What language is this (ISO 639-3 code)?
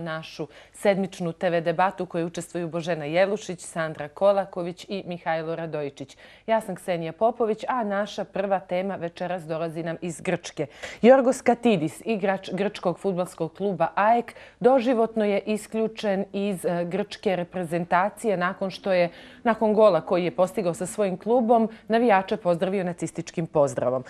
bos